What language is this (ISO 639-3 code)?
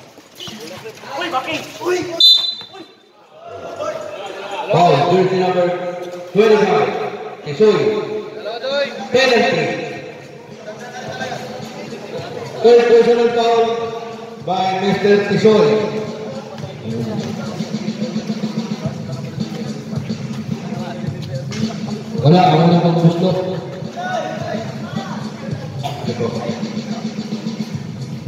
fil